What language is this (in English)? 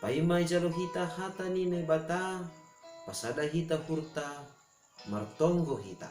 Batak Simalungun